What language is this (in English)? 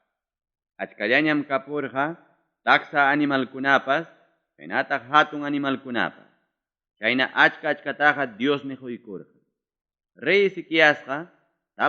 Ayacucho Quechua